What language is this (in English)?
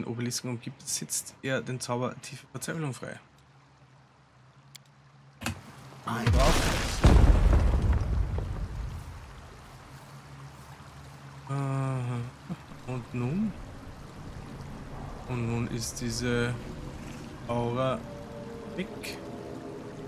German